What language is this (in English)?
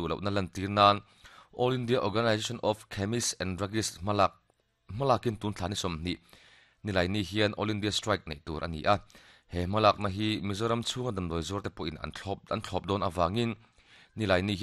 Mizo